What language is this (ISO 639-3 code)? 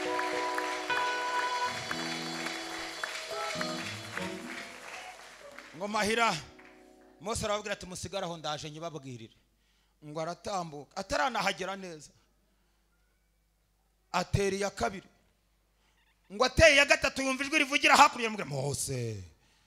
kin